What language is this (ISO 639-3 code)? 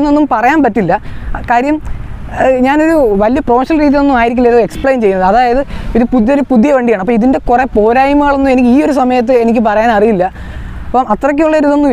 mal